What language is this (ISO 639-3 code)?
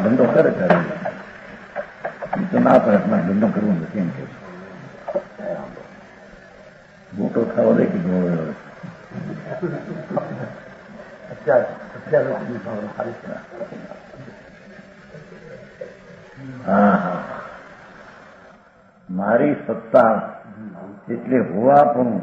guj